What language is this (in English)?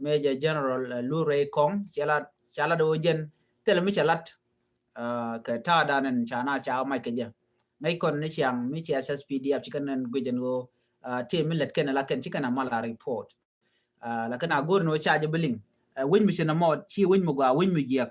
Nuer